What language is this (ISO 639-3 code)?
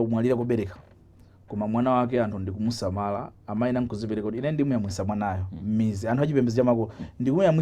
nya